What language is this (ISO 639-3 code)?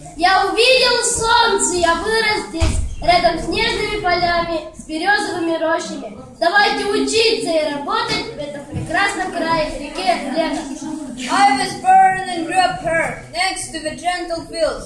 sah